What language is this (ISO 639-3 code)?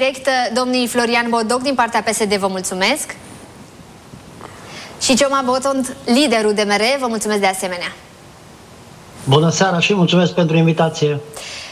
ron